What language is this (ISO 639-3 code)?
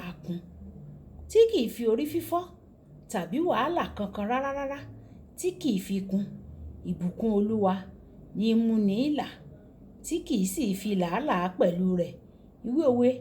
yor